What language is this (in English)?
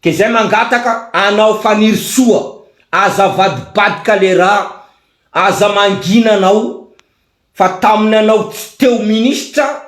Malagasy